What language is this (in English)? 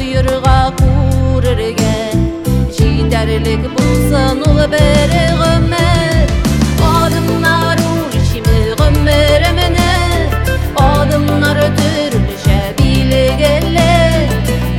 Kazakh